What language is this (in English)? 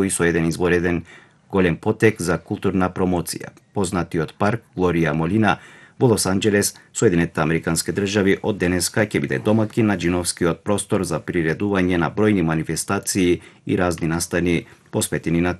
Macedonian